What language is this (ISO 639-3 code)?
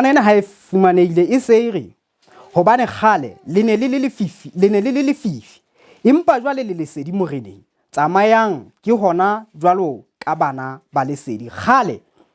sot